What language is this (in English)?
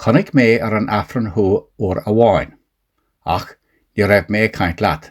Irish